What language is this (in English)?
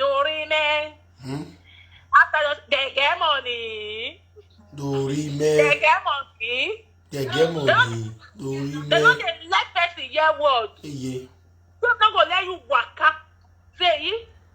Nigerian Pidgin